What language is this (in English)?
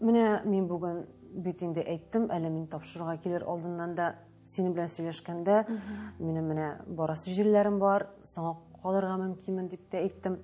Tatar